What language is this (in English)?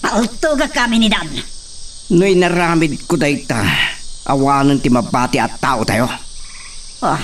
Iloko